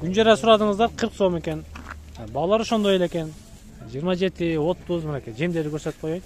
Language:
Kyrgyz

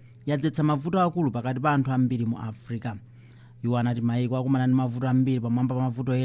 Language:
Nyanja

